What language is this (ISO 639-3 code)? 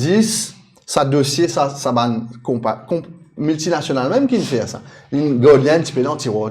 mfe